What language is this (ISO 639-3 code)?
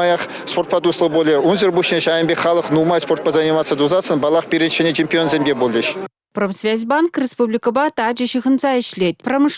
chv